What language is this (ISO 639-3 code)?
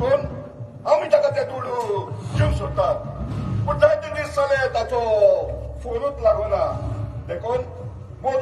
kok